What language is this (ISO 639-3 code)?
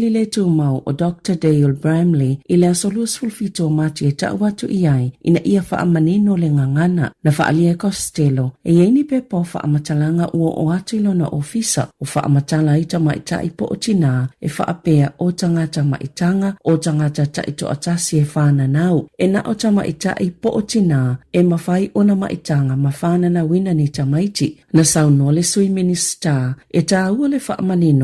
smo